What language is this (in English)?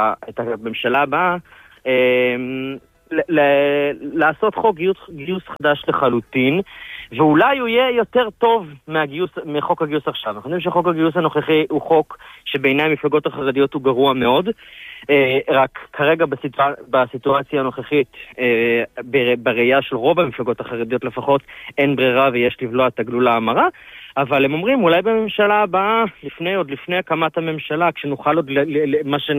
Hebrew